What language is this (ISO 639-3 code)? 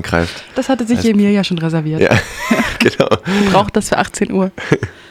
deu